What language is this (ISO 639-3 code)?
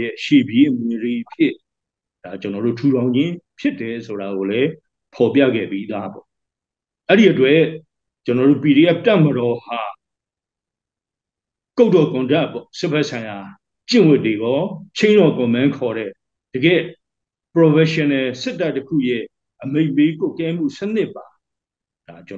mya